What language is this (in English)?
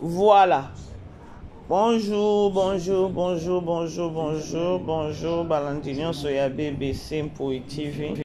Lingala